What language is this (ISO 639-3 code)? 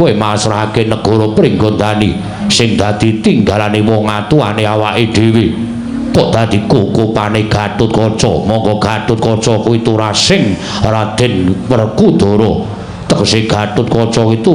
jav